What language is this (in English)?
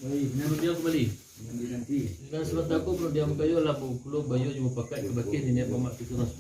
Minangkabau